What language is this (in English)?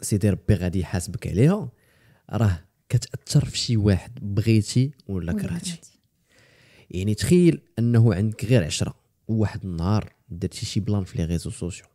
Moroccan Arabic